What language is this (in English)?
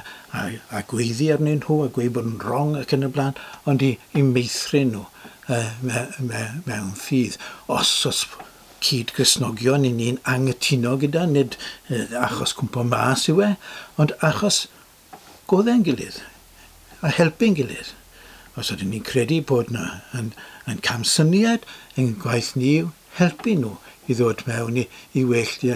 Welsh